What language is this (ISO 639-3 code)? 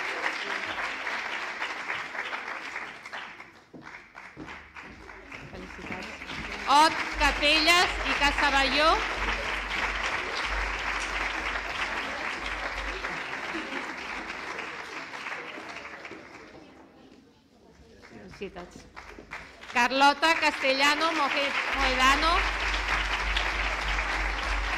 cat